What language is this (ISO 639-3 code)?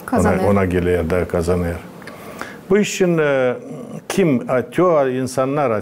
gag